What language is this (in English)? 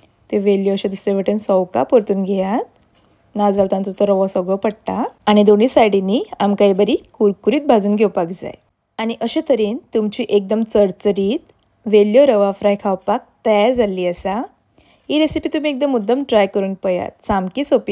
Konkani